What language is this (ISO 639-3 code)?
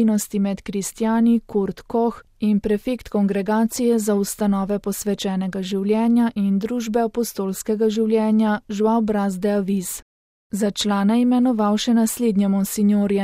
slv